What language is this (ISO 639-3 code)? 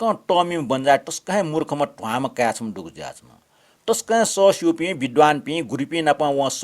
new